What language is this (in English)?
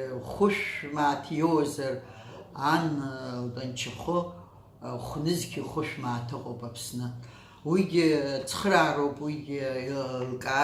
Abkhazian